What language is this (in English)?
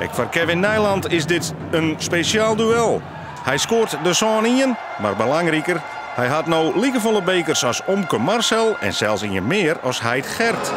Western Frisian